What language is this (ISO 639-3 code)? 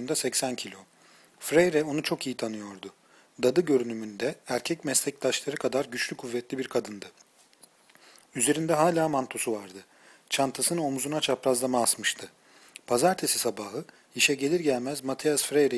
tur